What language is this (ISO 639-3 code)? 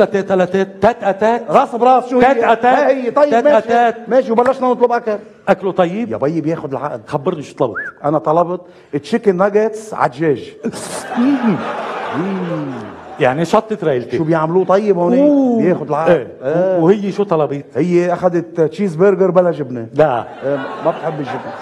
apc